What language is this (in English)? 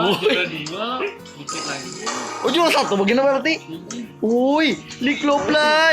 Banjar